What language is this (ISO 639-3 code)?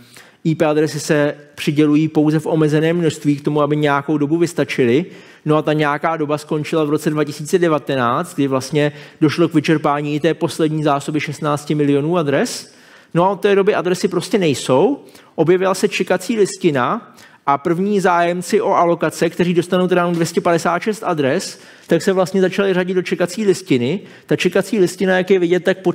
ces